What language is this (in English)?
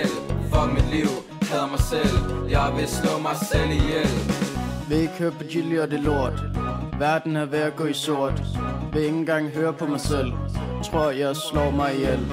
Danish